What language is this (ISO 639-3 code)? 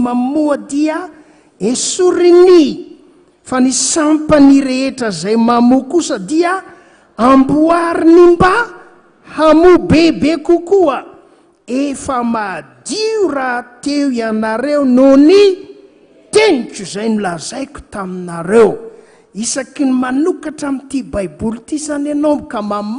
mlg